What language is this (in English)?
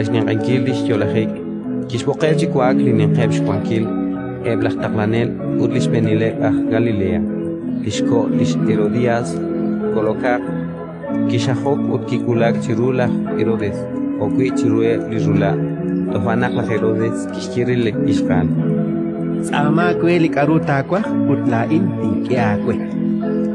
Kekchí